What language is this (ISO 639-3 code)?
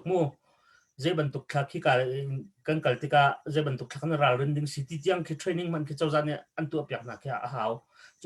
cnh